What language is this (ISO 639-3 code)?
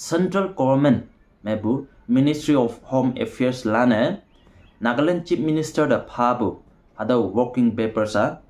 nbe